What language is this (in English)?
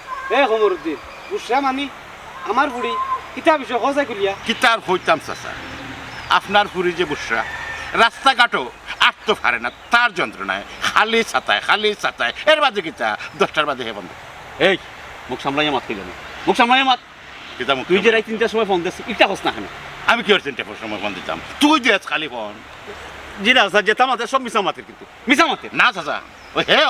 Sylheti